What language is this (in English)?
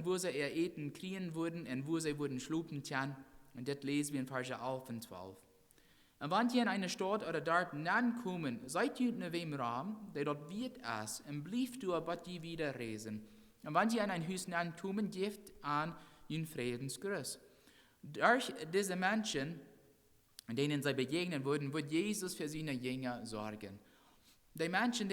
Plautdietsch